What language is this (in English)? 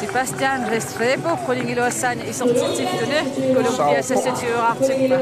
Kalaallisut